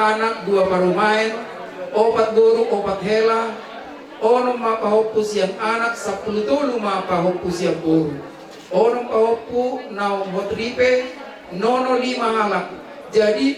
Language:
Batak Toba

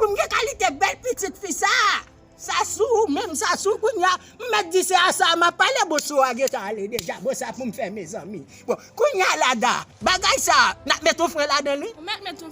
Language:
Haitian Creole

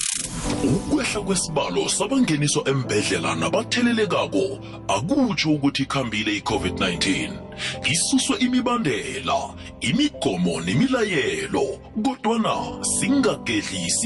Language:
South Ndebele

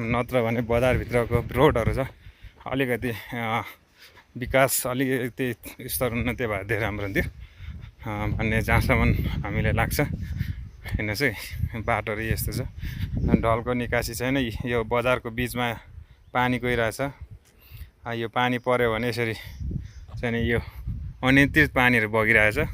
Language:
Nepali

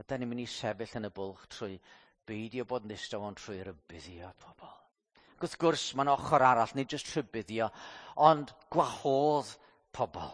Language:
Welsh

